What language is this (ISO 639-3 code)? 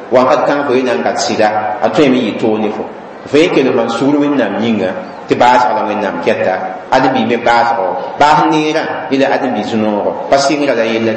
mos